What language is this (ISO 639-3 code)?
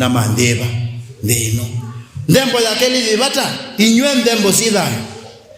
kam